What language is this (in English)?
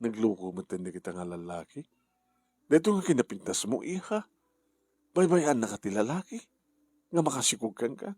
Iloko